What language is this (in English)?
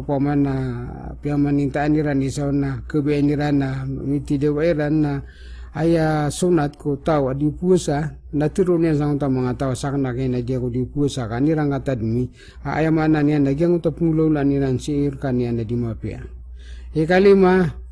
Maranao